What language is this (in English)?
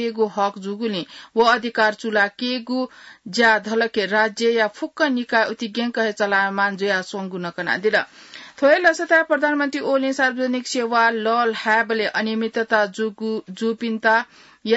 Newari